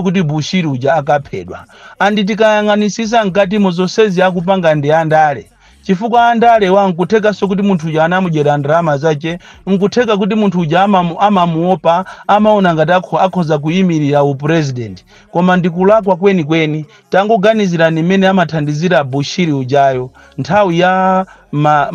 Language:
Nyanja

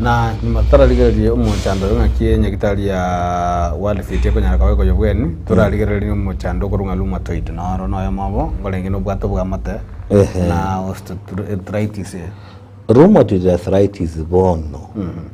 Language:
Gusii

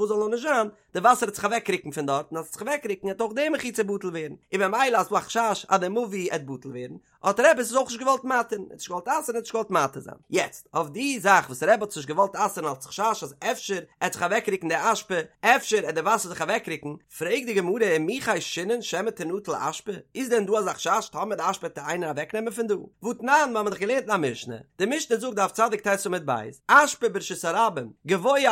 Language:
Yiddish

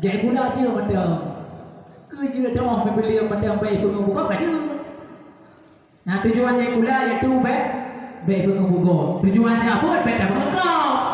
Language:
Malay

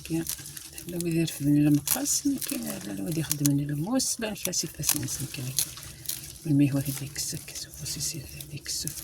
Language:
Kabyle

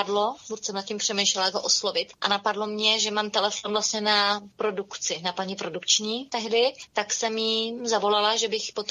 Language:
Czech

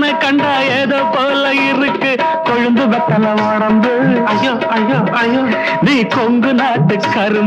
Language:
Tamil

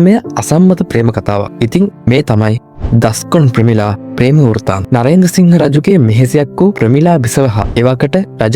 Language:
Sinhala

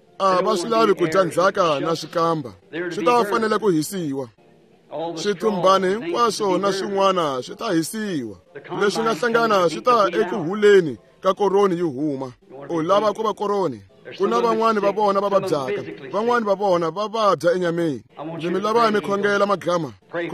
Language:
Tsonga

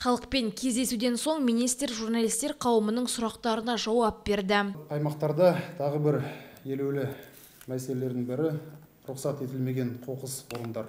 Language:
Kazakh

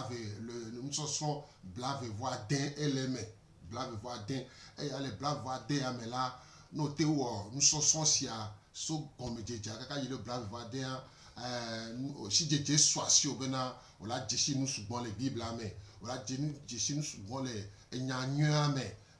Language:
Gen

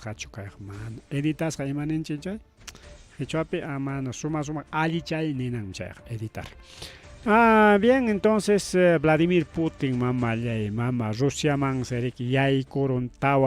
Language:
Ayacucho Quechua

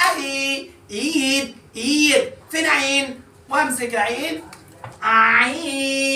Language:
Egyptian Arabic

